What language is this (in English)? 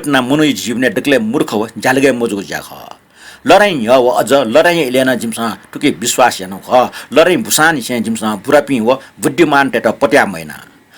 Newari